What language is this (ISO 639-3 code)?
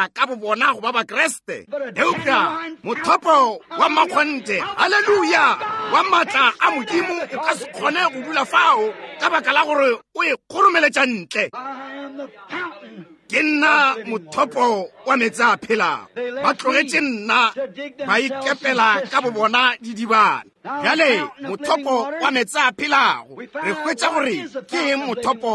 nso